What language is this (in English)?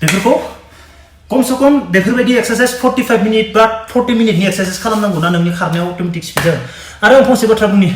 Bodo